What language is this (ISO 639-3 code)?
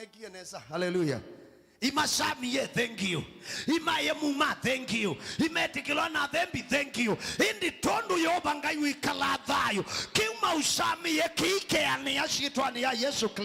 kam